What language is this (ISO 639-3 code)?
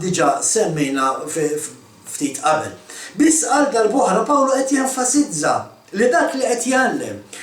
mlt